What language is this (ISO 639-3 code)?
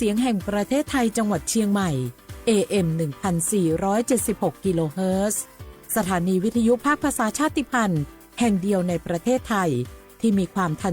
lhu